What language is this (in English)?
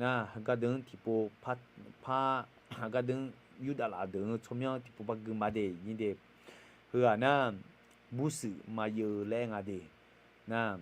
Akha